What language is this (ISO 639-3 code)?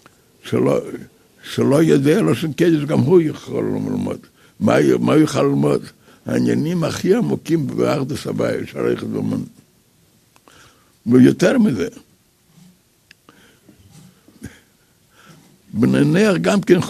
heb